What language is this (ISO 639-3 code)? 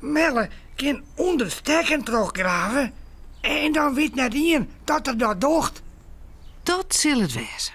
fry